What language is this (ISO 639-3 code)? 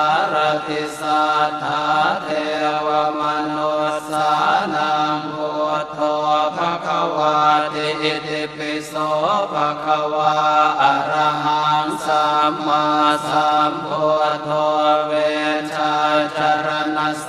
pli